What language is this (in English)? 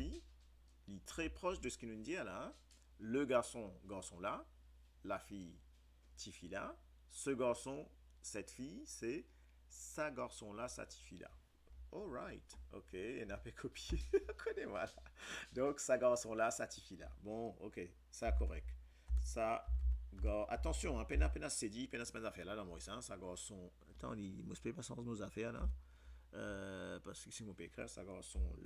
Morisyen